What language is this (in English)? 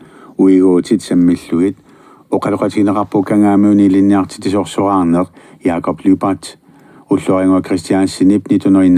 Kalaallisut